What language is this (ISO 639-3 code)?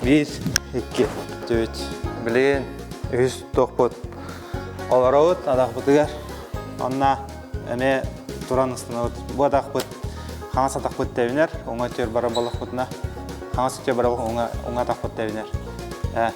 sah